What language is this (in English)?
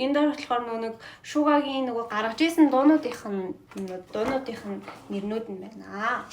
Mongolian